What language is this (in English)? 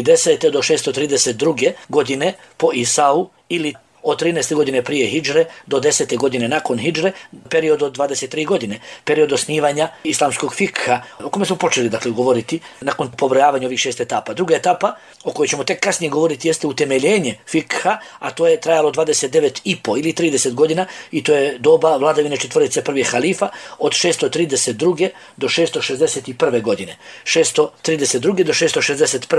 Bosnian